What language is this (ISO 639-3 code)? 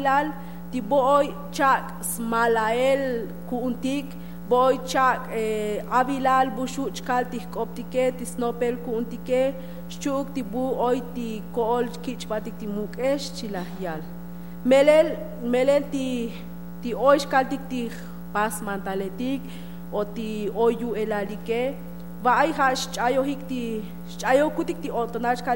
tzo